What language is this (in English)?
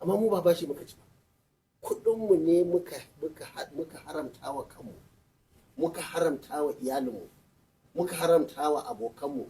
Hausa